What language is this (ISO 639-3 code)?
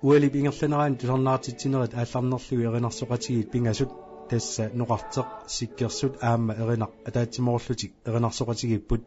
kal